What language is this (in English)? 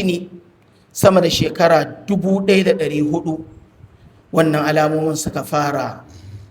Hausa